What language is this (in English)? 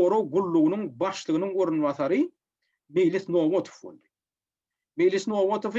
Turkmen